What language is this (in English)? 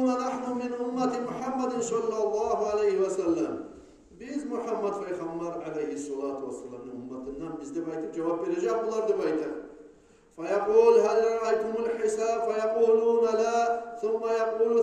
Kumyk